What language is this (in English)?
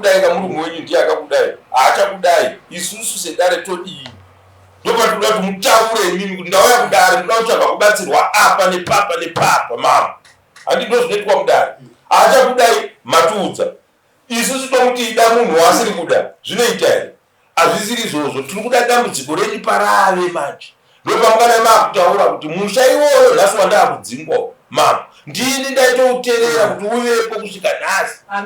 Shona